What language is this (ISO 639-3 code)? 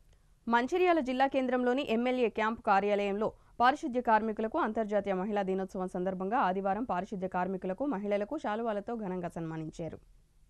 tel